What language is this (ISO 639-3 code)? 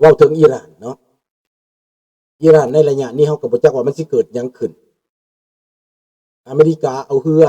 lao